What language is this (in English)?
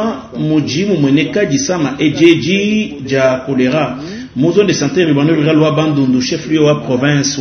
Luba-Lulua